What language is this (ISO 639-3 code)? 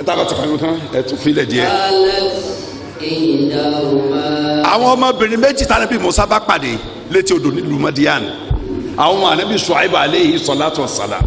yor